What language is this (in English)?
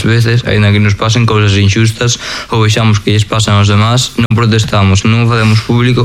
Galician